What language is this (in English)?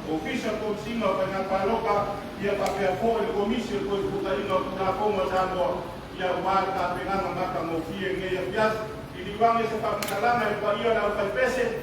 Samoan